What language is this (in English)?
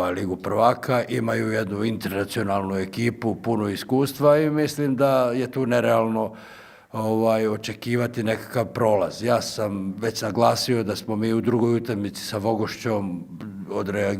Bosnian